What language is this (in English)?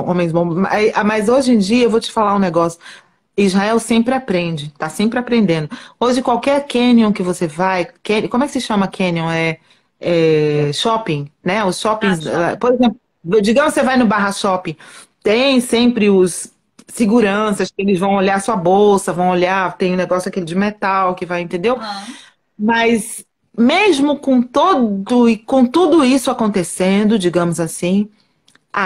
Portuguese